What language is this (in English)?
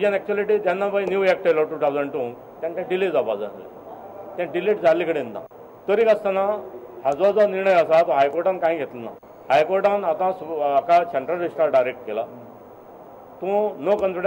Konkani